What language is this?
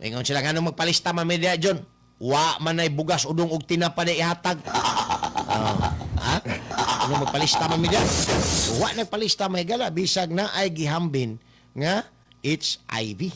Cebuano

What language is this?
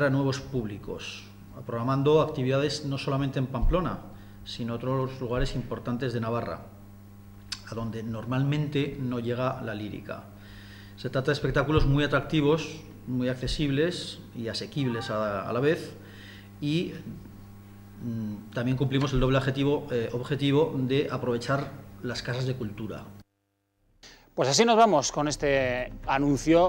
Spanish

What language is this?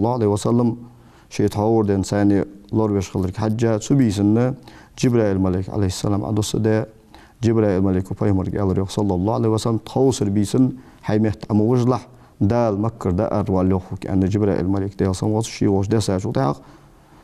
Ingush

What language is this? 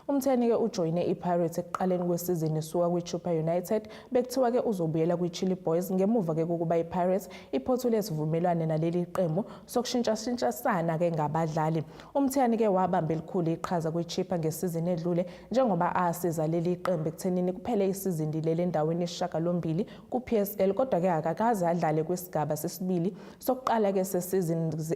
Zulu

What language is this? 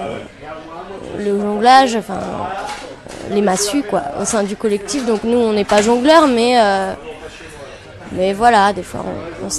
French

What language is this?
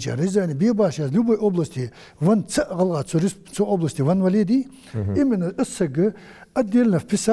Ingush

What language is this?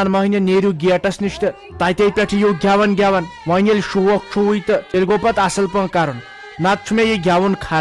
Kashmiri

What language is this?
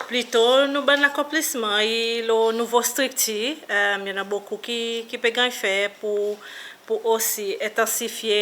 Seselwa Creole French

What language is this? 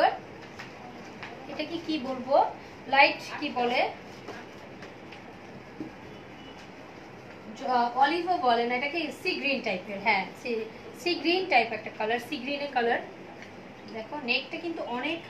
Bangla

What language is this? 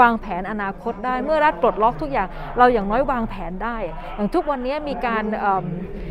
Thai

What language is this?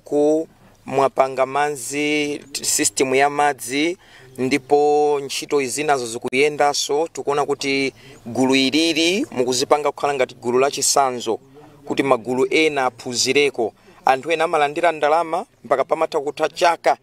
Nyanja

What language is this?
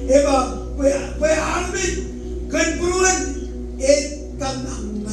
Marshallese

